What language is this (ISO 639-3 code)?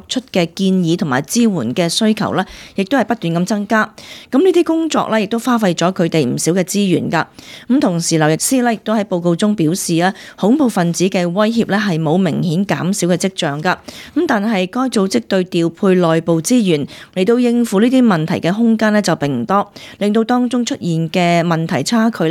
yue